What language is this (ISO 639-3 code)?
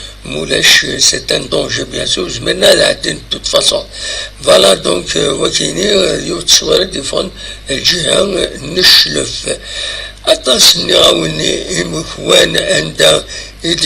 kab